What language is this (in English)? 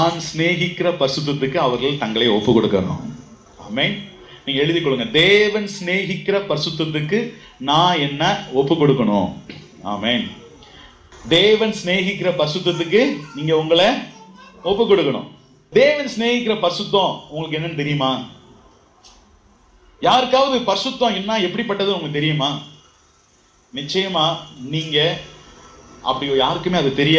Tamil